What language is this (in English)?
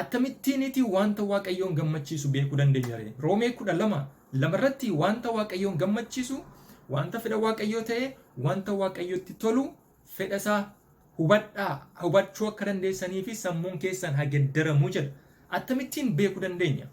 Oromo